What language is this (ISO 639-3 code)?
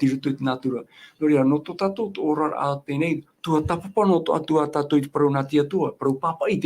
tah